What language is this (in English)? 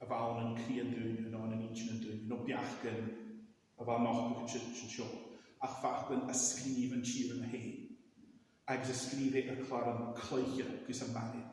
Scottish Gaelic